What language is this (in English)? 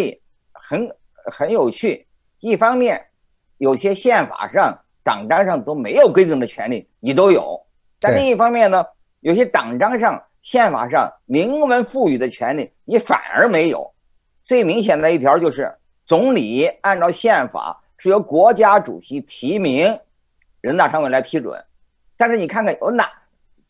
Chinese